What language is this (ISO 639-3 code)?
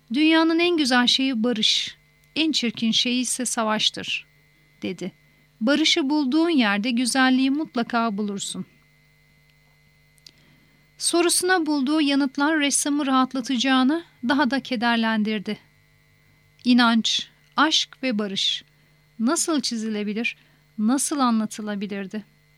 tur